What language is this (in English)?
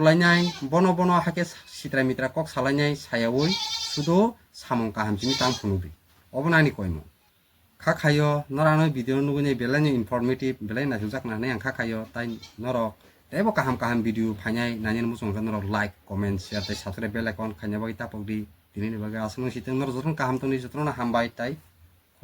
Kok Borok